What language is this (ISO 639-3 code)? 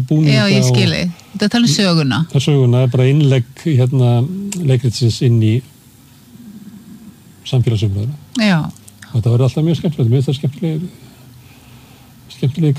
isl